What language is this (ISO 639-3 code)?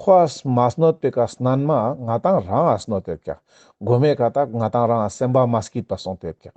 lbj